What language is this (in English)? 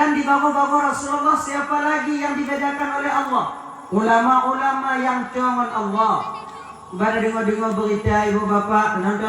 Achinese